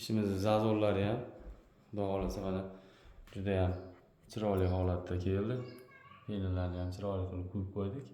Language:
Uzbek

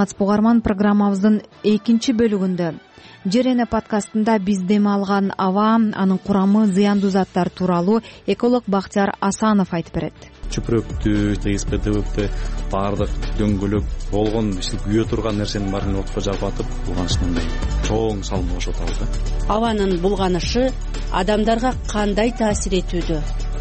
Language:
Kyrgyz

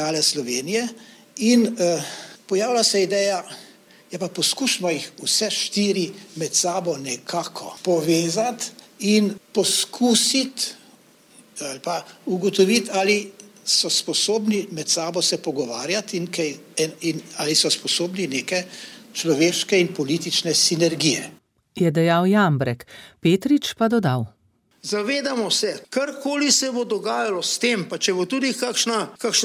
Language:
Slovenian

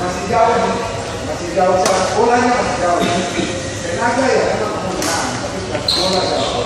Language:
Ambonese Malay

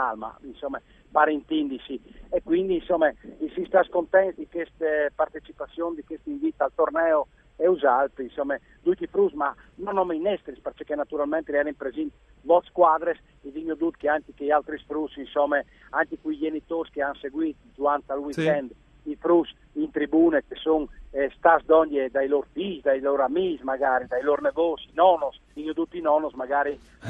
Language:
Friulian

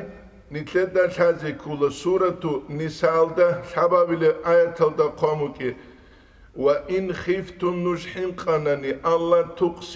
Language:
Avaric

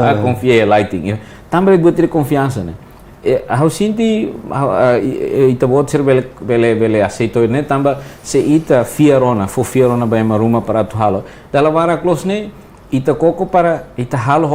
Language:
Tetum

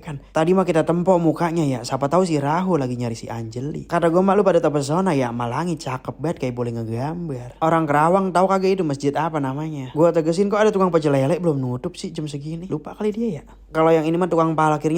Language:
Betawi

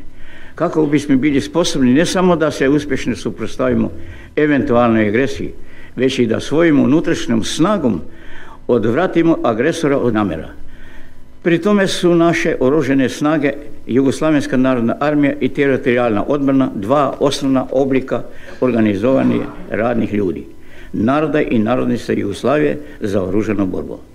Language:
Croatian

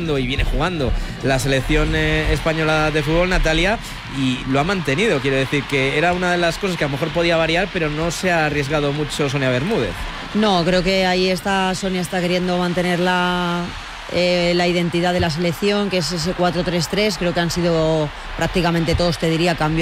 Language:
Spanish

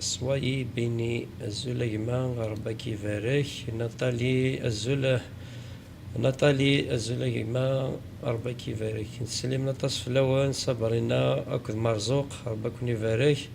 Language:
Kabyle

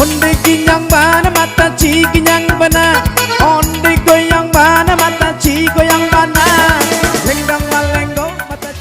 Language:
Minangkabau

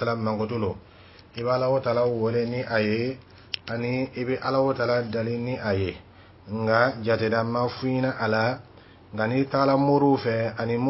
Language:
Dyula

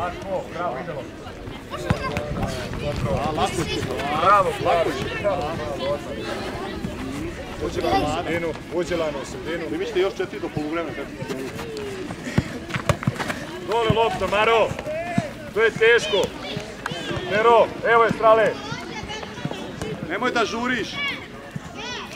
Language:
Serbian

